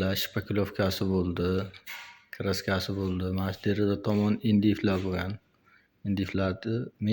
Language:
Uzbek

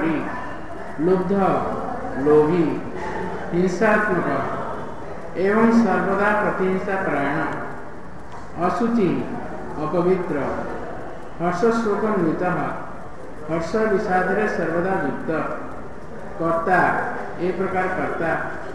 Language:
Odia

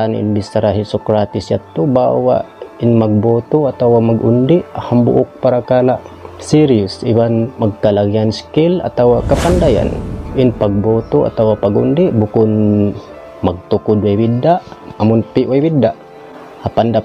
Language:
Tausug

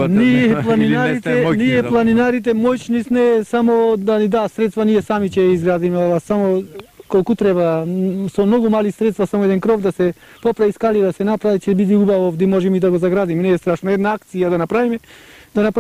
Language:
Macedonian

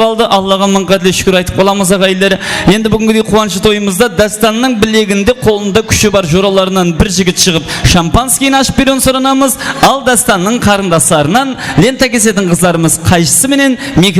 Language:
Kara-Kalpak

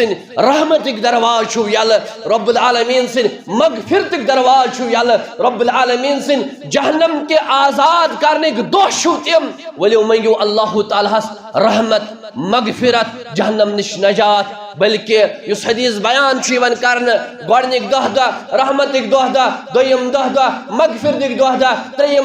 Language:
Kashmiri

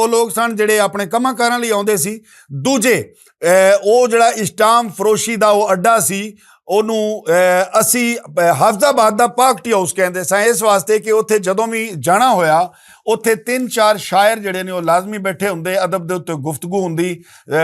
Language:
Western Panjabi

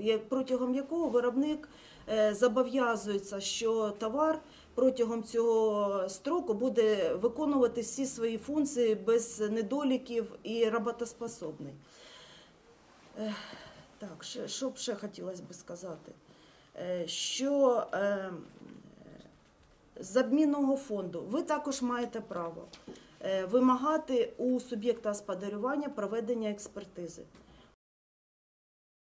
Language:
Ukrainian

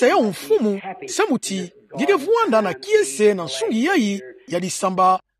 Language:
Kituba (Democratic Republic of Congo)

